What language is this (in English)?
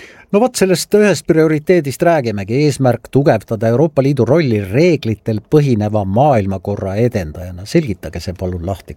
Estonian